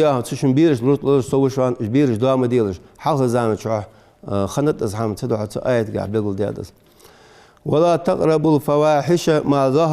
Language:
Ingush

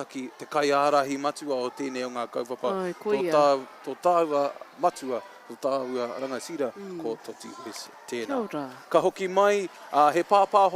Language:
Māori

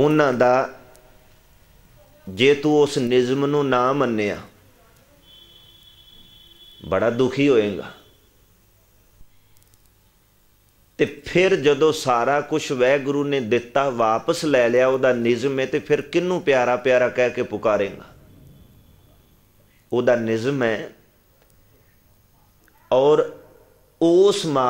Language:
Punjabi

